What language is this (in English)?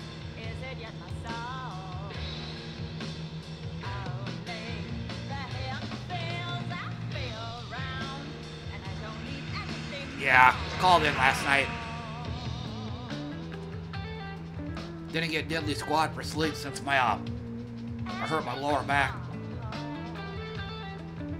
English